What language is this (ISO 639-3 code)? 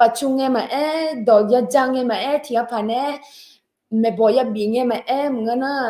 ahk